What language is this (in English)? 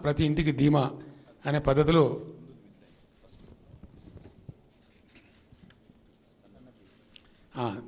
Telugu